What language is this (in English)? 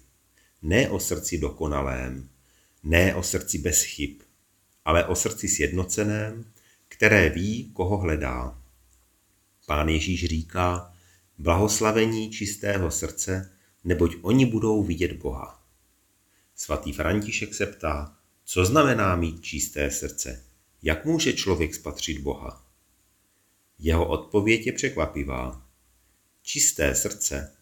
Czech